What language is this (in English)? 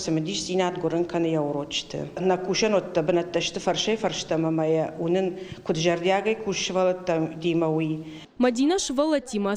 Ossetic